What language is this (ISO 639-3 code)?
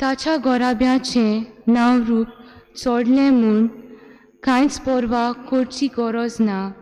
kok